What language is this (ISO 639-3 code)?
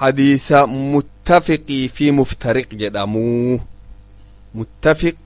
orm